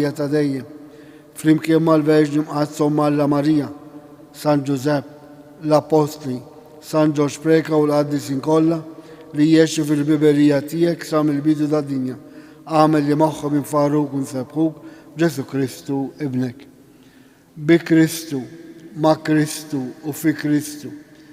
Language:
Maltese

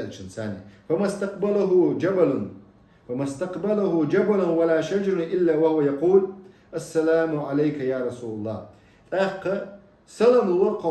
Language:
Chechen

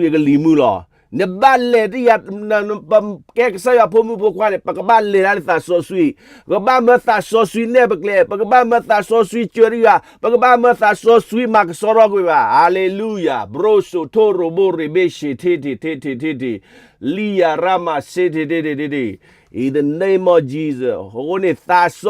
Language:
S'gaw Karen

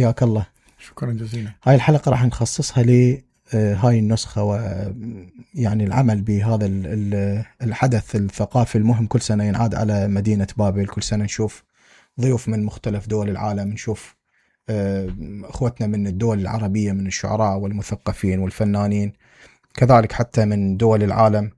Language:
Mesopotamian Arabic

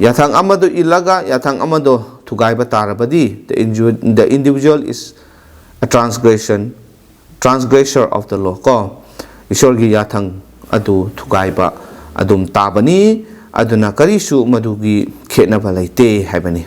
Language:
Manipuri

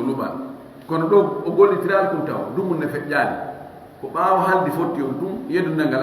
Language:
Fula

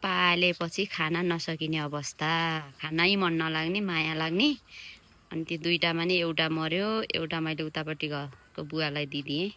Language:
Nepali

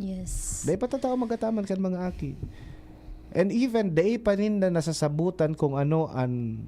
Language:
Bikol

